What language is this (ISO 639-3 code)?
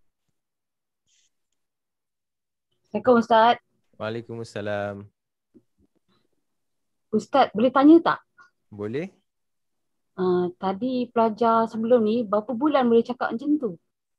msa